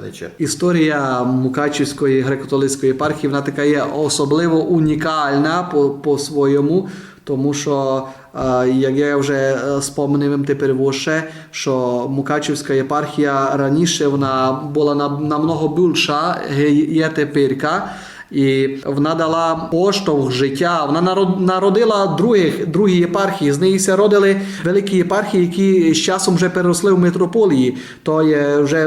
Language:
Rusyn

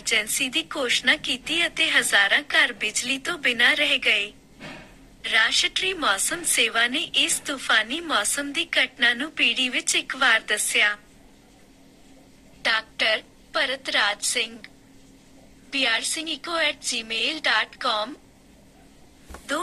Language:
Punjabi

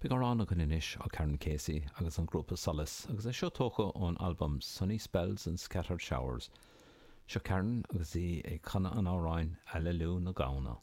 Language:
Irish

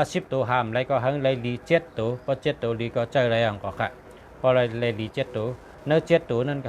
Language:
Shan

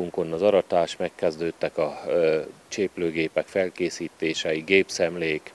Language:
Hungarian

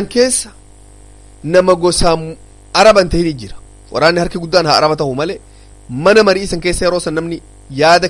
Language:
Oromo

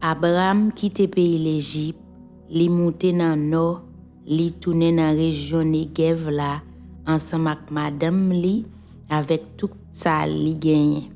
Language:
Haitian Creole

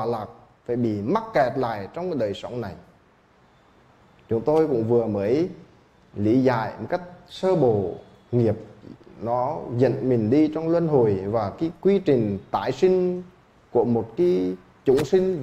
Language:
Vietnamese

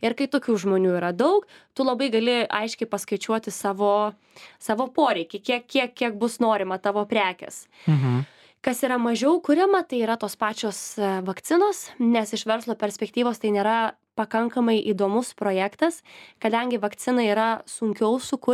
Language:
Lithuanian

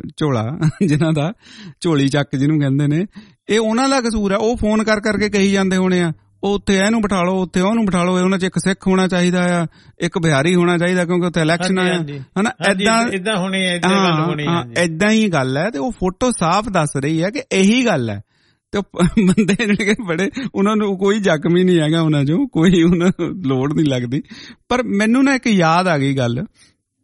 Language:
Punjabi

